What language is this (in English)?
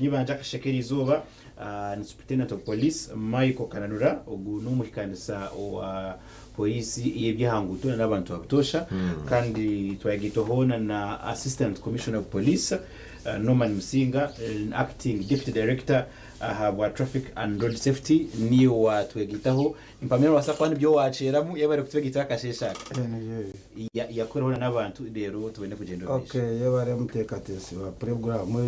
Nyankole